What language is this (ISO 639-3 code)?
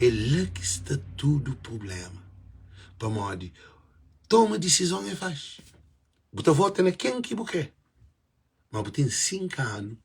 kea